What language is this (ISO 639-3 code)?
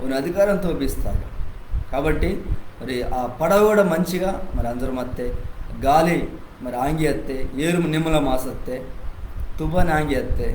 kff